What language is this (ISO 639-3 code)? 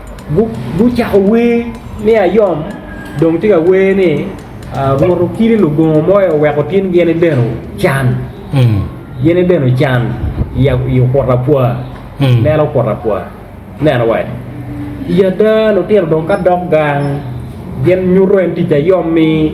ach